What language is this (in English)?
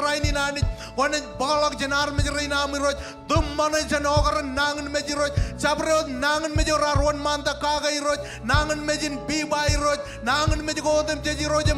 Marshallese